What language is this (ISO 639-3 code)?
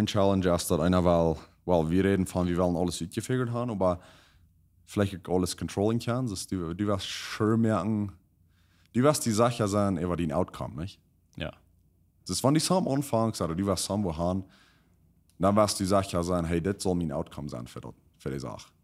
pdt